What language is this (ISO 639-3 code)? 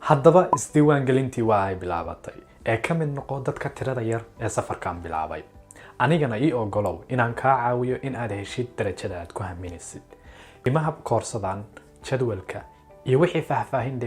som